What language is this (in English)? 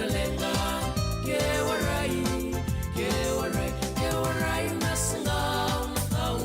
Fijian